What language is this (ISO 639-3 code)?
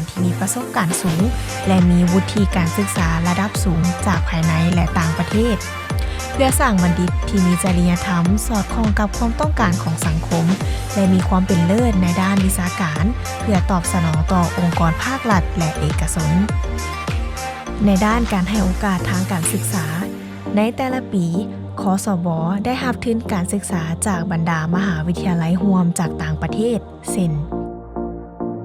lao